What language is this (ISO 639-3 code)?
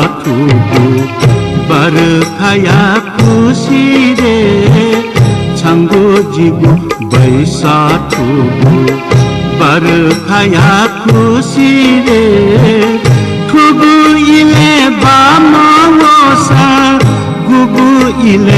new